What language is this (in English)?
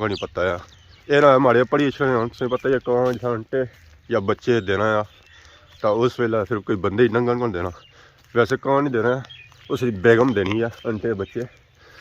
Pahari-Potwari